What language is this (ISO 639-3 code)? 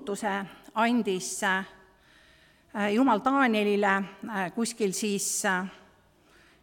est